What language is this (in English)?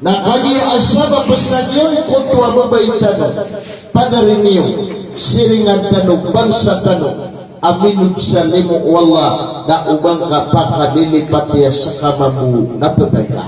Maranao